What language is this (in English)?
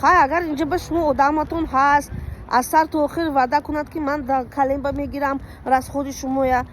Tajik